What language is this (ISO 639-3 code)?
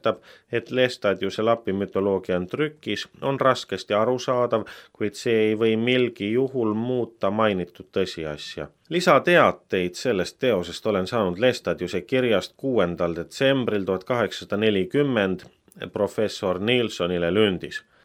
est